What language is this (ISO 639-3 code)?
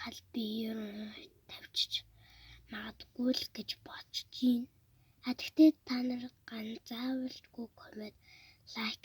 mon